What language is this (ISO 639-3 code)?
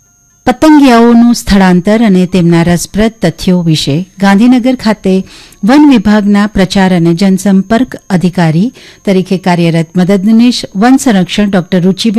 guj